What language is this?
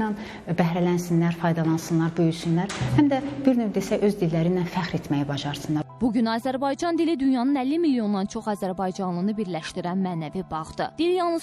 Azerbaijani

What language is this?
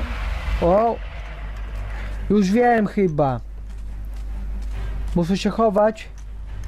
Polish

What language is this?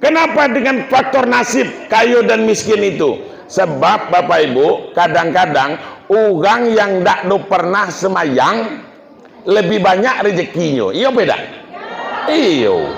Minangkabau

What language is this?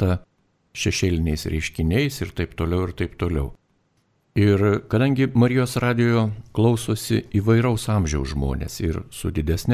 Lithuanian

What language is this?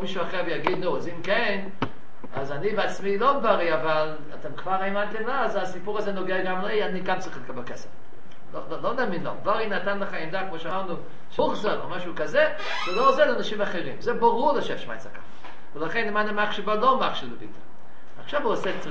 Hebrew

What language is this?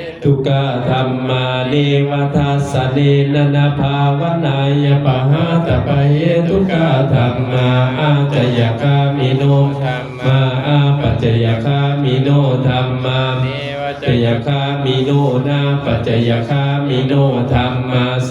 Pali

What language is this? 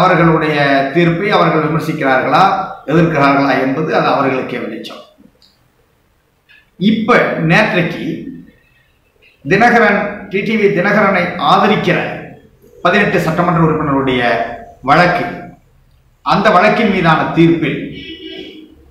Tamil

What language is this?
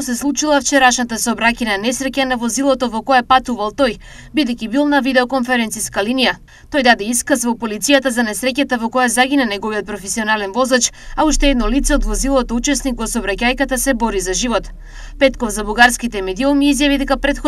Macedonian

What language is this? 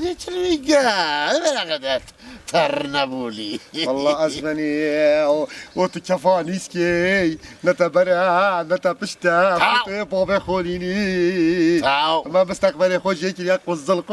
Kurdish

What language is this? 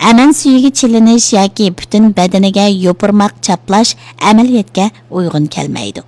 Uyghur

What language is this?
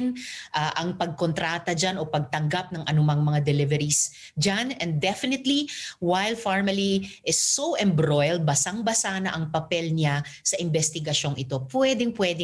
Filipino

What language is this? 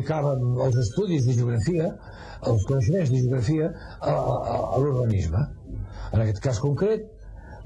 Catalan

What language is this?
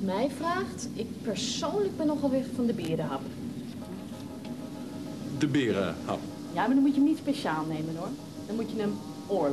Dutch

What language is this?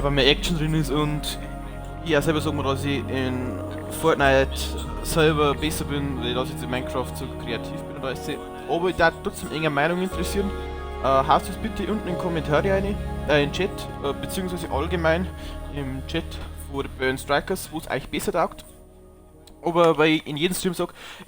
Bavarian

